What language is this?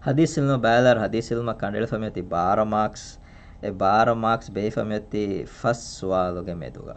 Divehi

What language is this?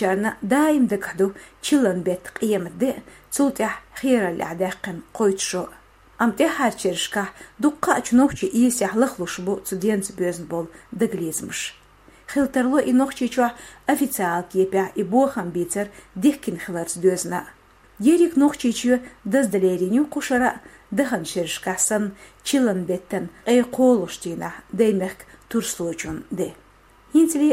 Chechen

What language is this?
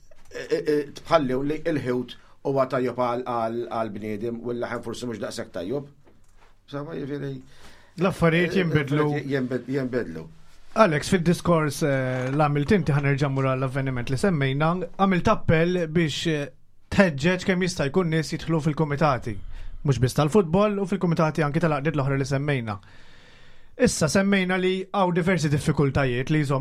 Maltese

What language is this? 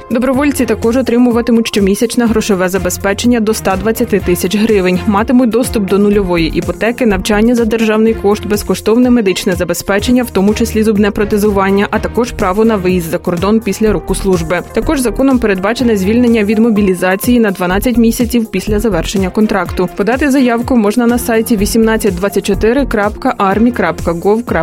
Ukrainian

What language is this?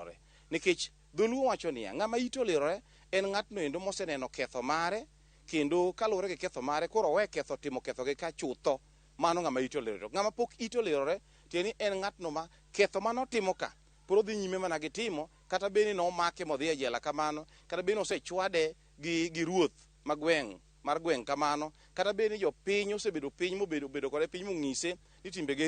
Luo (Kenya and Tanzania)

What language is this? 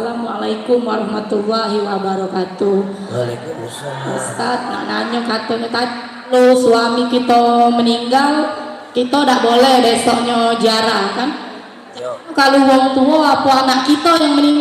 Musi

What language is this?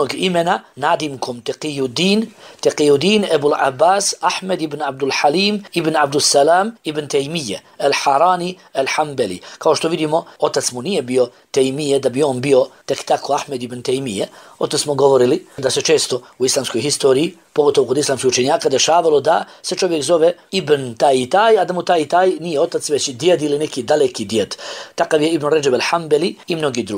Bosnian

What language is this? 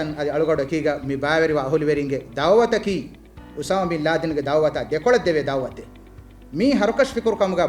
Divehi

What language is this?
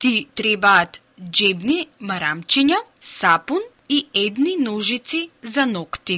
Macedonian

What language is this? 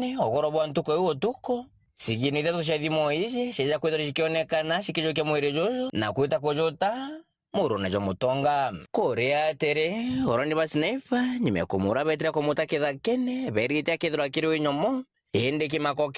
Meru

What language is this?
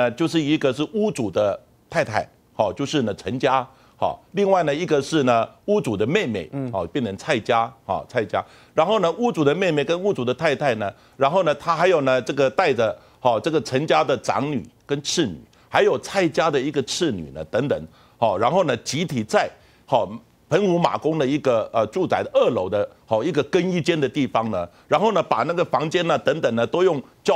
Chinese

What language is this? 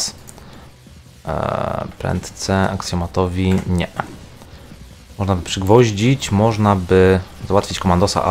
Polish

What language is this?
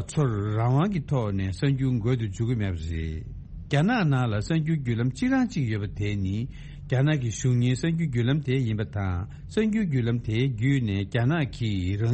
Tibetan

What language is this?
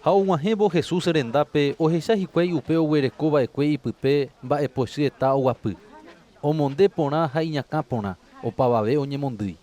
Guarani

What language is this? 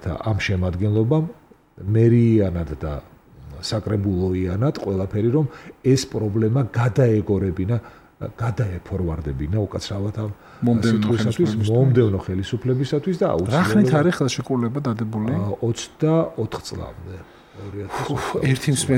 Georgian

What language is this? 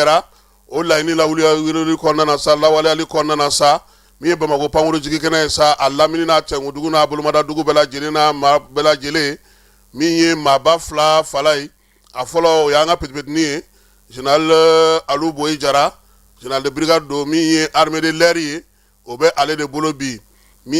Bambara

